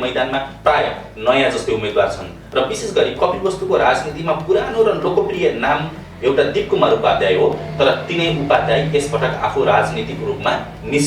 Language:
Nepali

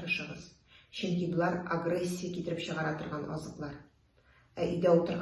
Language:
Tatar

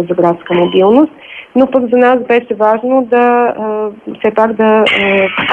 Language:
Bulgarian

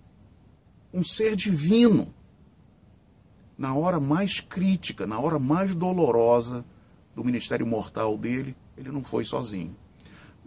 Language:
Portuguese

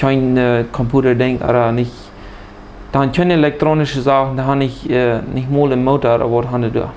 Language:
Plautdietsch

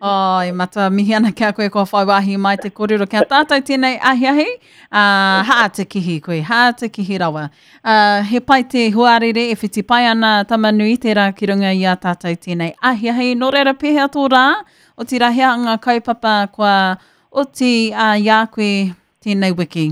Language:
Māori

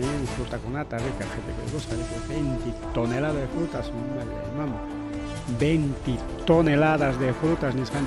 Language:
Ayacucho Quechua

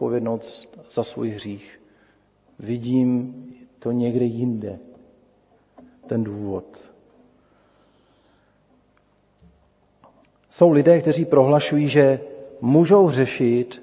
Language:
Czech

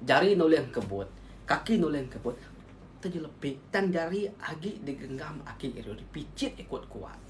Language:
Iban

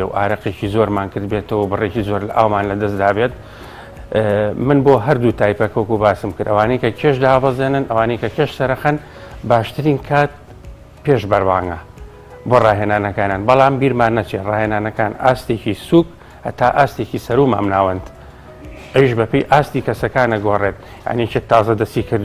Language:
Central Kurdish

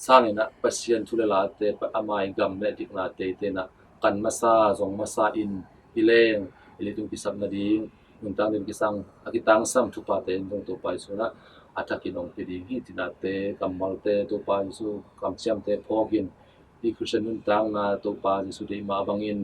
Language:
Tedim Chin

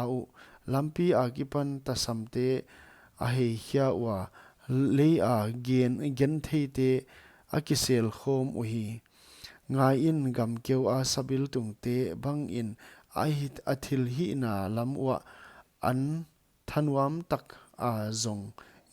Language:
Paite Chin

